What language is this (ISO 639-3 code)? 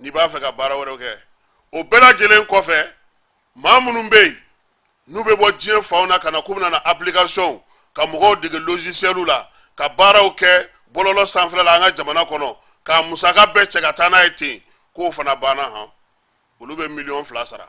bam